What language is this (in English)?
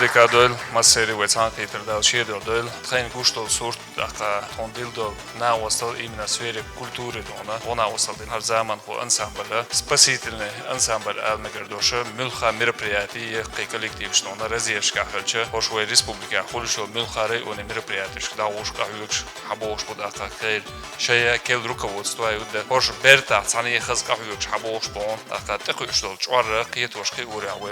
Chechen